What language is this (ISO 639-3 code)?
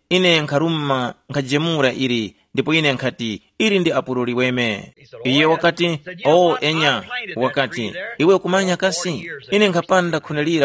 tum